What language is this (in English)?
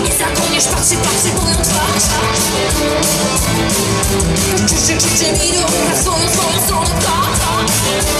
Polish